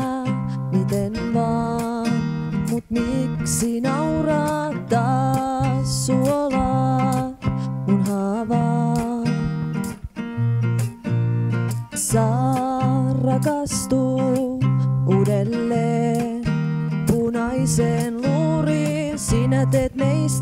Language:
Finnish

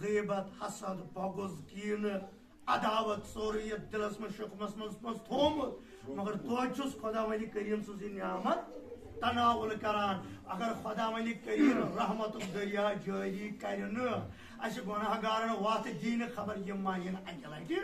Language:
Kashmiri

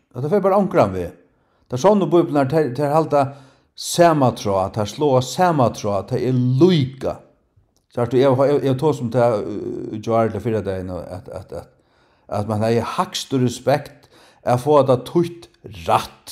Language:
Faroese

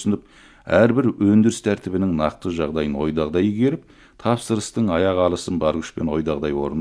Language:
Kazakh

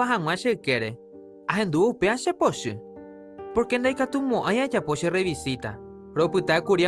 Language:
Guarani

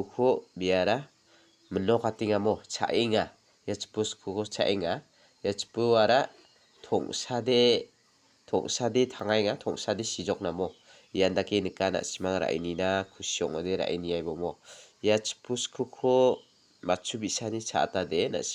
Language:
Garo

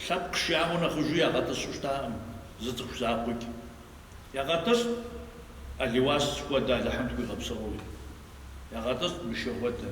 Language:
Kabardian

